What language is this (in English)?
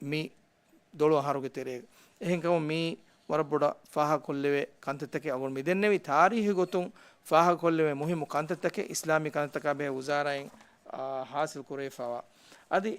Divehi